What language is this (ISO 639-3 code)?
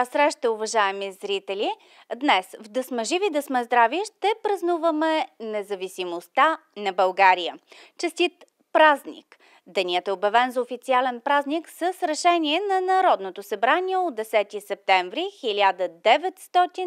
bul